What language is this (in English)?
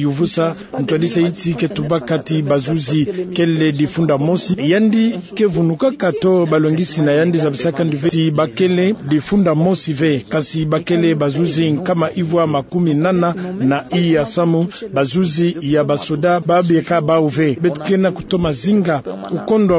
Kituba (Democratic Republic of Congo)